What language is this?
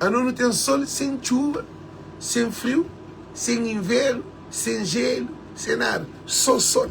Kabuverdianu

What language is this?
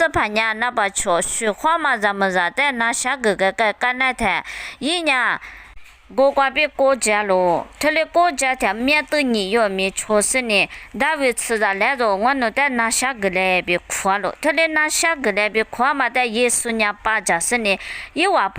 Lisu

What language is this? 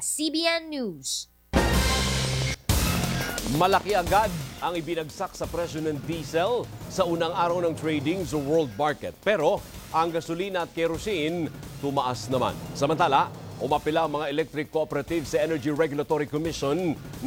Filipino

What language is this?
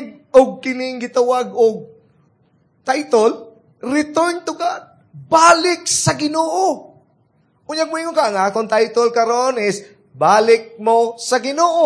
Cebuano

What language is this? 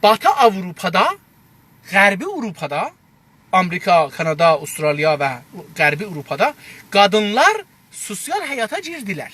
South Azerbaijani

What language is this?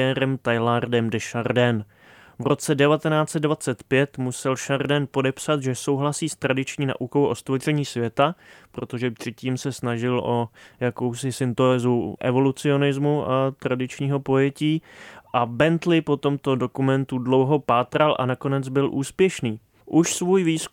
Czech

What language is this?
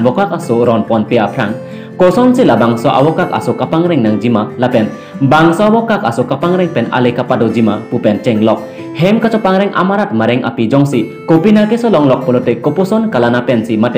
Karbi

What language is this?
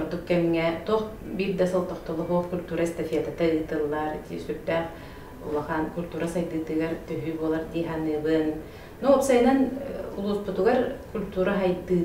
Yakut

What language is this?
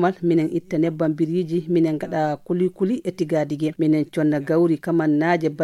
Fula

